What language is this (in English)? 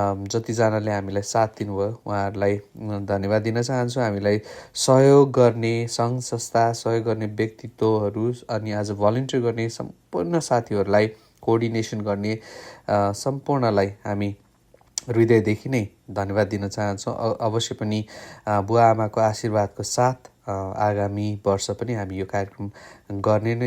Nepali